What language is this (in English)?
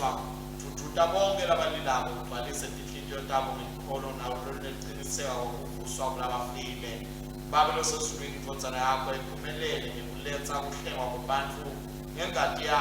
Swati